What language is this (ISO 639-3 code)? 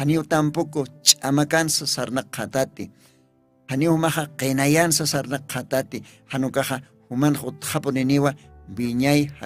aym